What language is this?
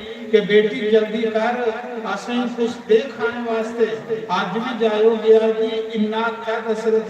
Dogri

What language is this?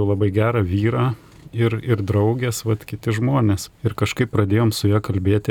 Lithuanian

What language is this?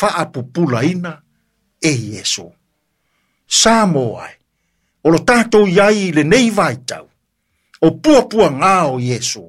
Samoan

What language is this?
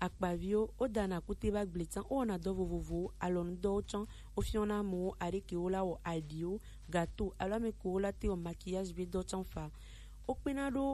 Gen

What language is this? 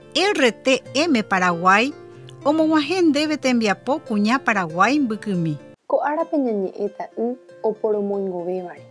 Guarani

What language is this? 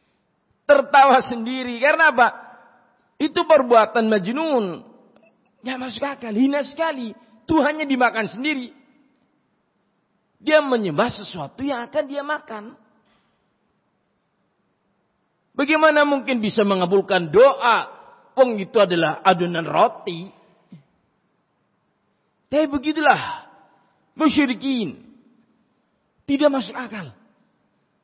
Indonesian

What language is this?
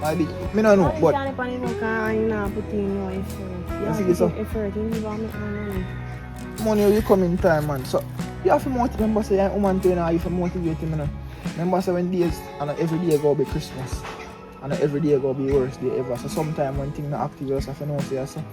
Jamaican Creole English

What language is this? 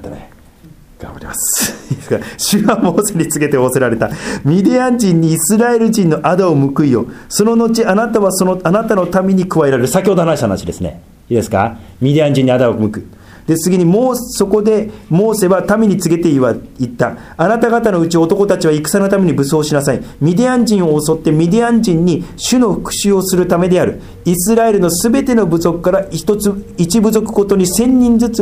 Japanese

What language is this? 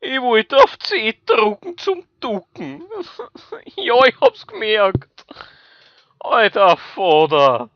Bavarian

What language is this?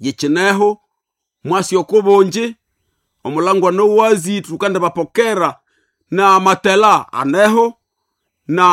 Nande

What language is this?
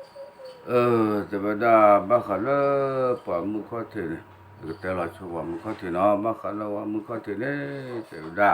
S'gaw Karen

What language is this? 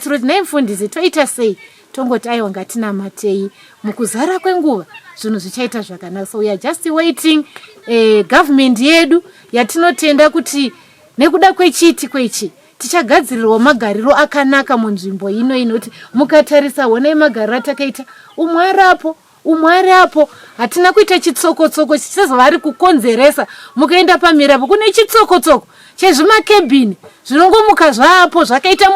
Shona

